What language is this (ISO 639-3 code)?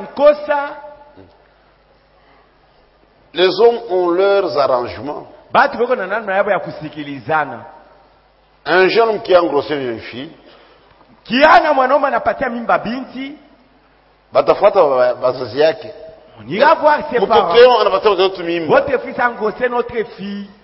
swa